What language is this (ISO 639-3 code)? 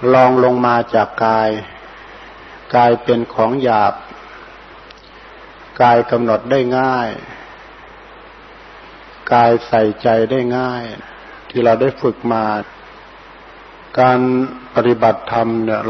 tha